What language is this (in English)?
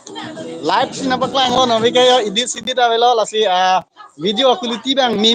Karbi